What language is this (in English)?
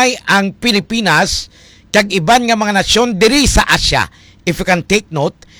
Hiligaynon